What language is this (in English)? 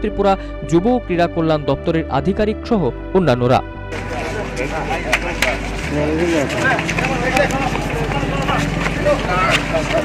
Bangla